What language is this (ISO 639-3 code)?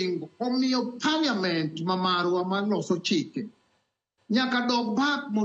luo